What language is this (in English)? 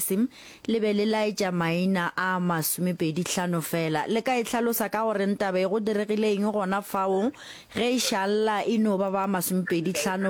Northern Sotho